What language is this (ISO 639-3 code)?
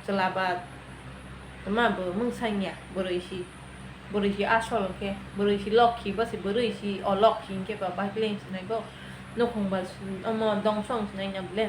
trp